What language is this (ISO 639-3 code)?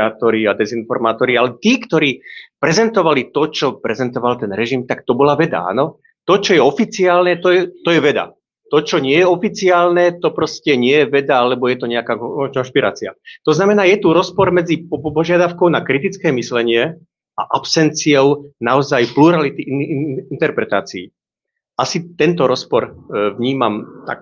slk